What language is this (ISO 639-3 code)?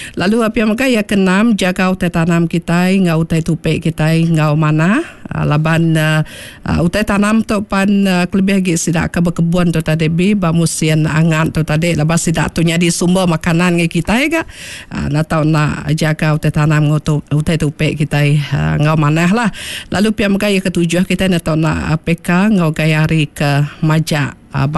iba